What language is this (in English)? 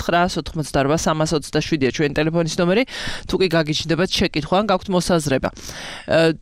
Georgian